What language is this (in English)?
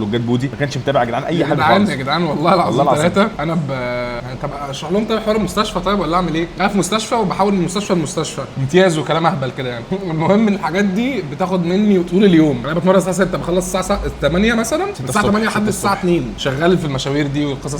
Egyptian Arabic